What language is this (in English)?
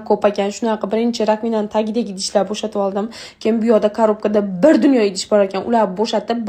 Uzbek